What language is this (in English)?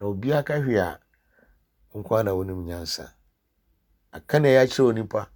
Akan